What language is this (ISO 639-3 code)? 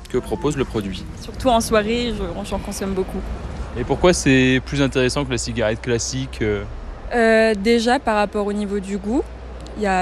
fra